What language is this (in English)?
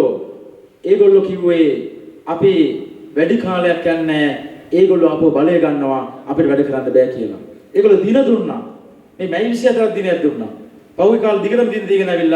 Sinhala